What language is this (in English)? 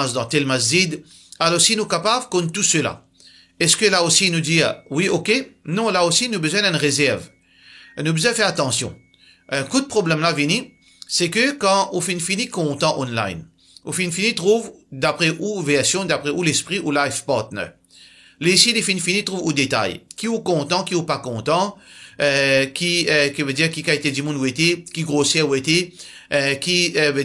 Morisyen